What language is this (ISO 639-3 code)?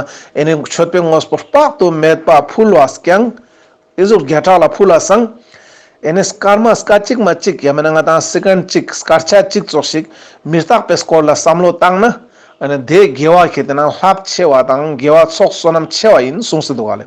lbj